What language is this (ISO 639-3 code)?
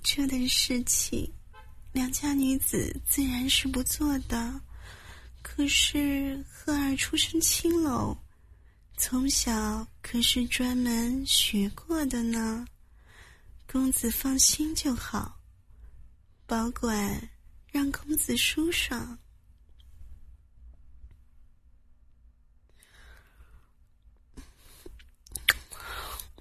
zho